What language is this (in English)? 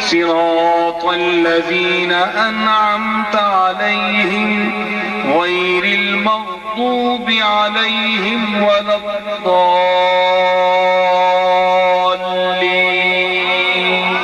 Saraiki